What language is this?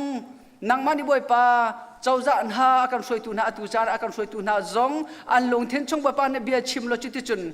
Hakha Chin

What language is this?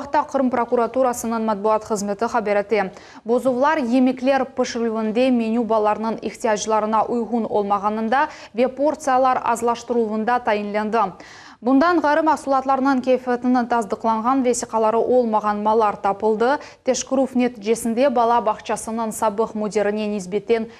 Crimean Tatar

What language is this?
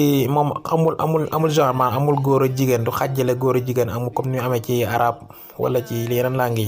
Wolof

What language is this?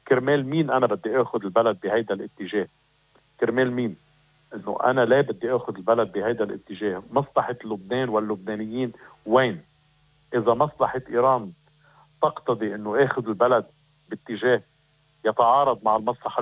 North Levantine Arabic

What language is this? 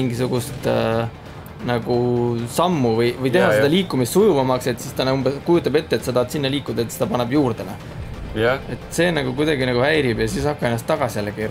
Estonian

